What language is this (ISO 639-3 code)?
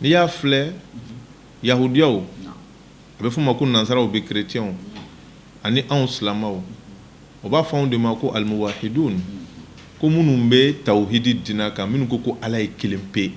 bam